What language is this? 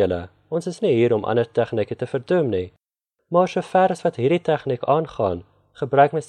Afrikaans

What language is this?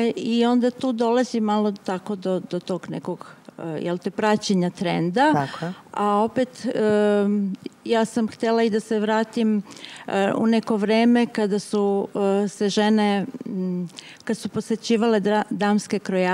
Serbian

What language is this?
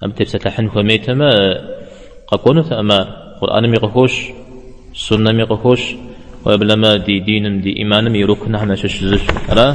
Kabardian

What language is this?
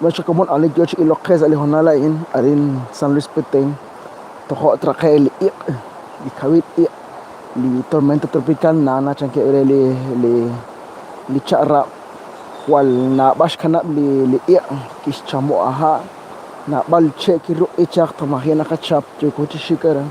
Kekchí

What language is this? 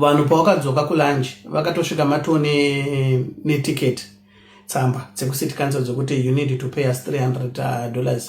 Shona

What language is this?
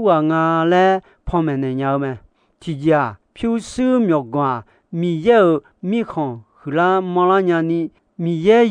Akha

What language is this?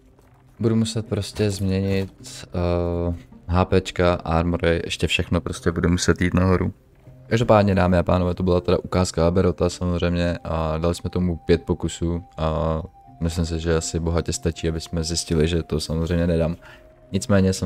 Czech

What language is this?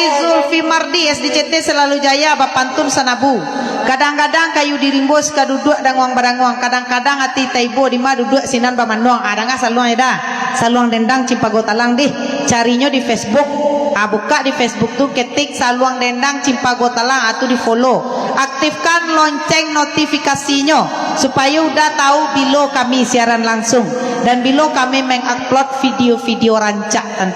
Minangkabau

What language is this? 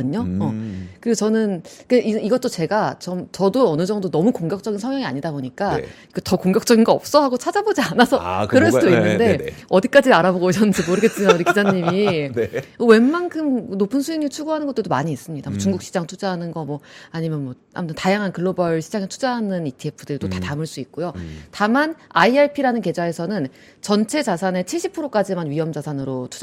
Korean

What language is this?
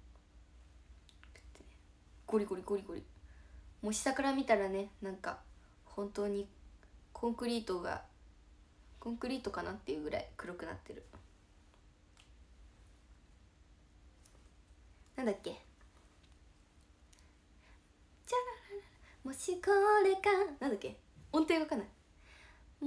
Japanese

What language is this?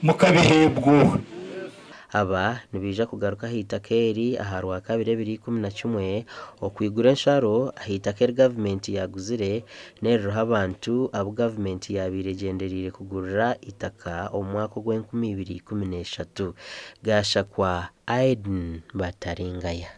Nyankole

